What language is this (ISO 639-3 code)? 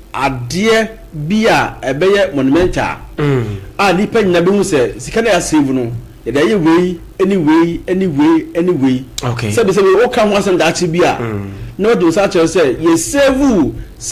aka